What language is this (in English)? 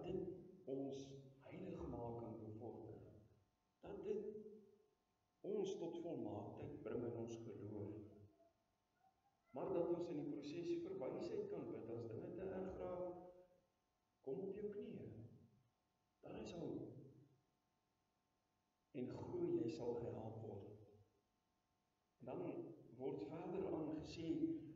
Afrikaans